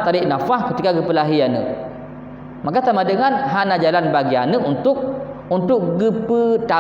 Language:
Achinese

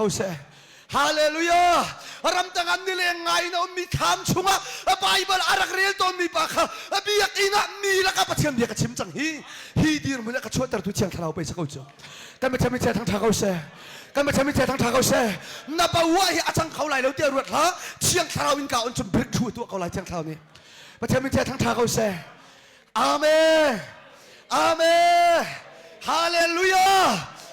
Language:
Hakha Chin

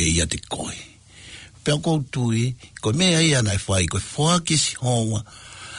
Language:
Tongan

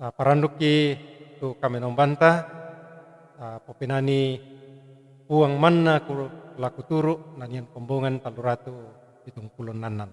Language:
Toraja-Sa'dan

